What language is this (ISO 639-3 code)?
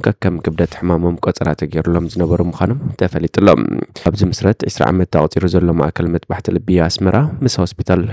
tir